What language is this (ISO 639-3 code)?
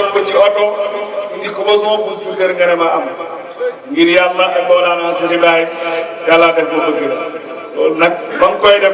wol